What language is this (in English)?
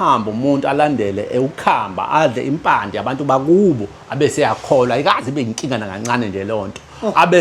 Zulu